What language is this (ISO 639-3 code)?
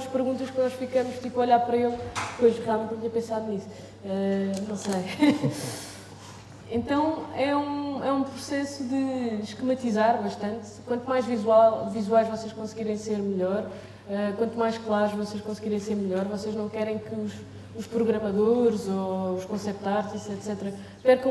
por